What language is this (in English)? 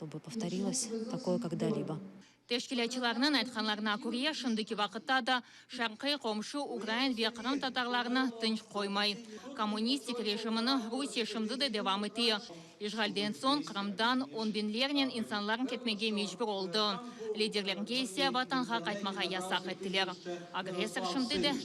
Crimean Tatar